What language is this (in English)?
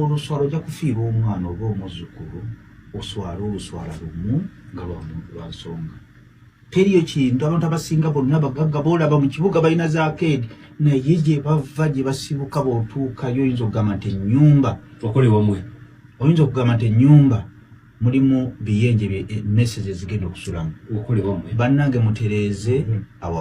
Ganda